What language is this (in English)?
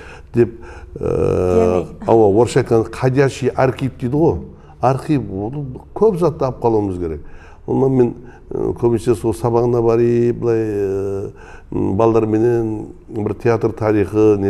Kara-Kalpak